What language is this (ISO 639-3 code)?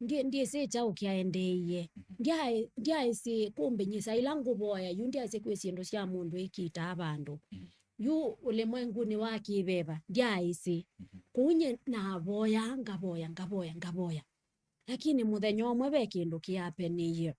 kam